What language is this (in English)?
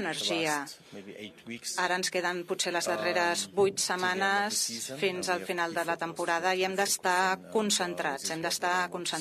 Catalan